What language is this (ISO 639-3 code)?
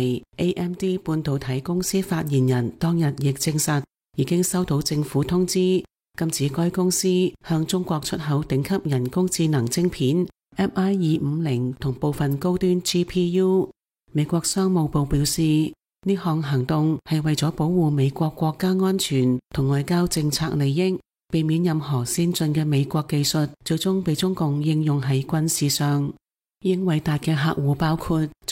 yue